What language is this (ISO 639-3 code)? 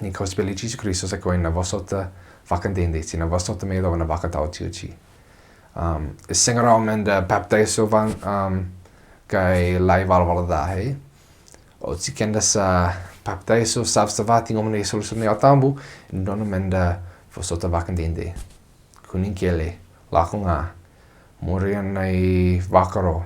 fij